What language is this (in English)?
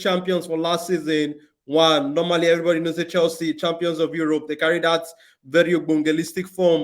Nigerian Pidgin